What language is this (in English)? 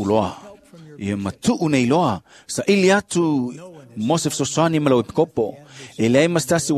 Samoan